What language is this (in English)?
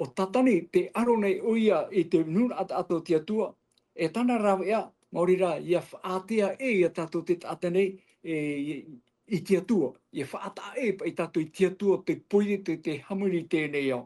Tahitian